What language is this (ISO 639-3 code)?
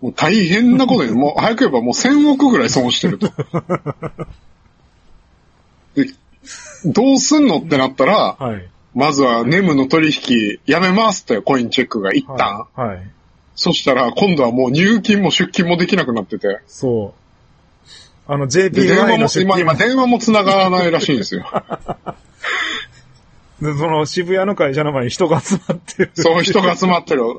jpn